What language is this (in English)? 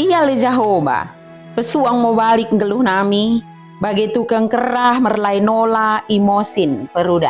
Batak Dairi